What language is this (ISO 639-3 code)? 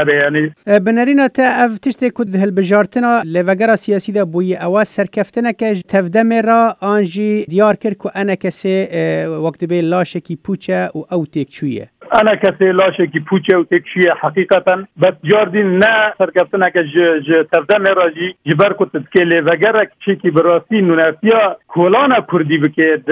kur